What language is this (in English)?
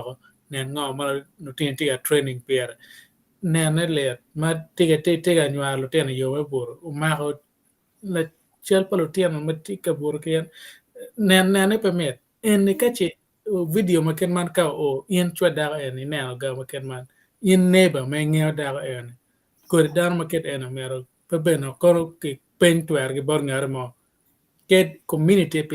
Acoli